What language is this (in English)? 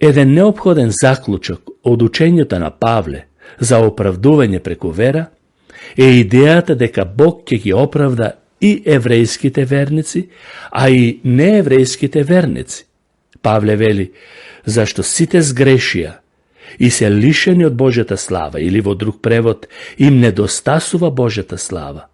Macedonian